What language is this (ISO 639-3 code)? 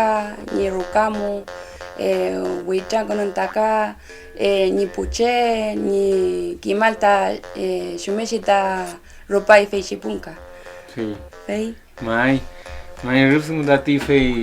arn